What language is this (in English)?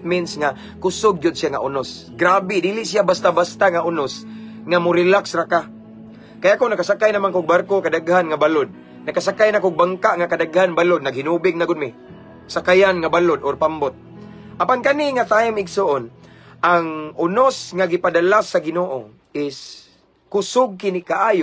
Cebuano